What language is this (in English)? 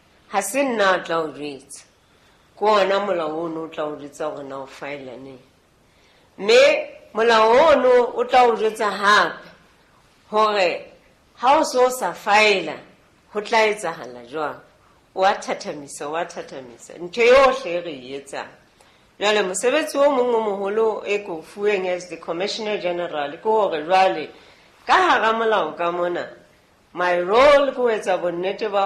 Southern Sotho